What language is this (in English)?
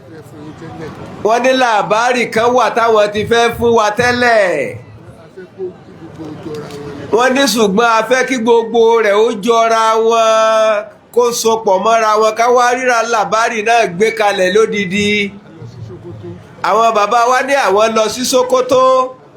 Yoruba